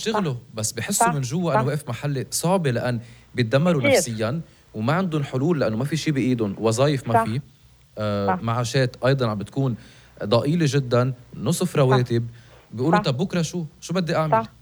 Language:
North Levantine Arabic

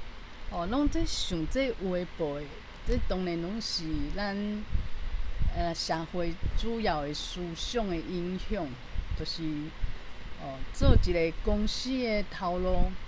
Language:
Min Nan Chinese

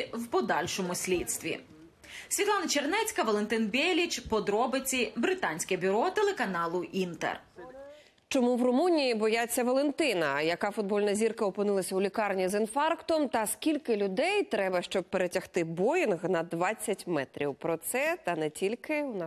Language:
Ukrainian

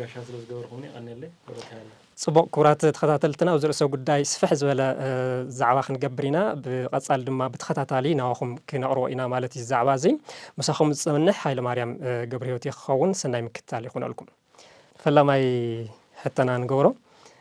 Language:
Tigrinya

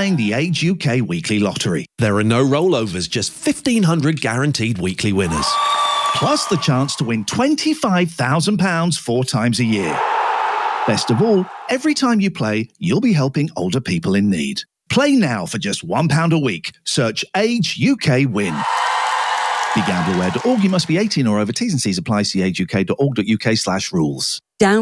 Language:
English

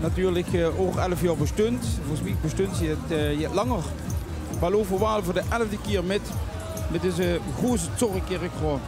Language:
Limburgish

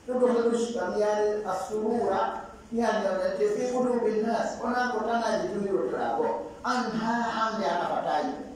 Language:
Fula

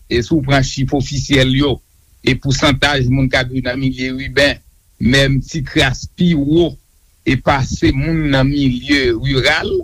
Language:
Haitian Creole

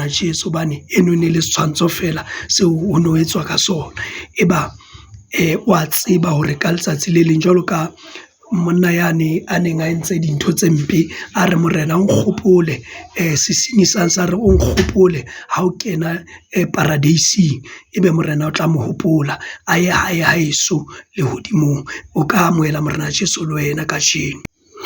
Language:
Southern Sotho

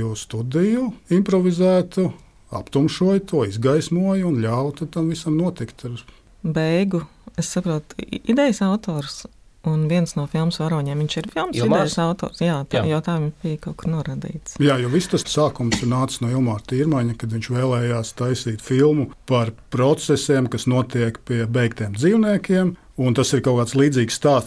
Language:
Latvian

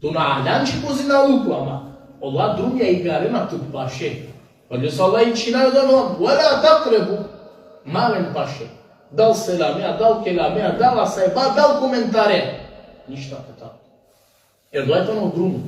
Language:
Balkan Romani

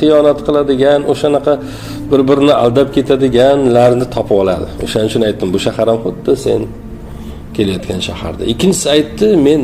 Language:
Uzbek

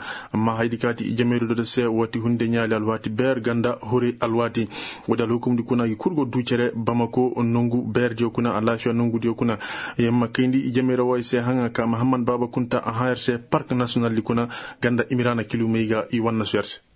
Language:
Koyraboro Senni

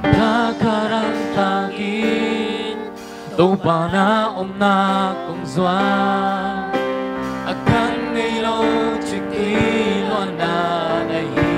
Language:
Tedim Chin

